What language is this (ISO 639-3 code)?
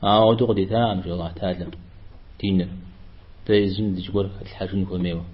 kbd